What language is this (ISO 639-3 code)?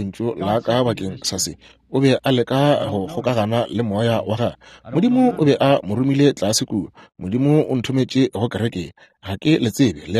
nso